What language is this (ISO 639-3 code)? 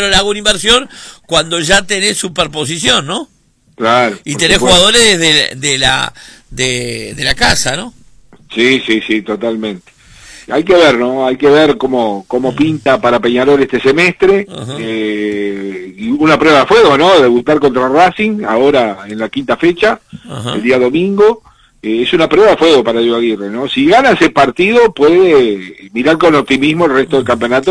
spa